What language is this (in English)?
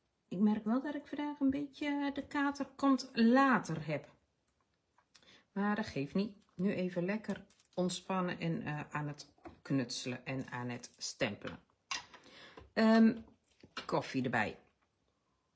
Dutch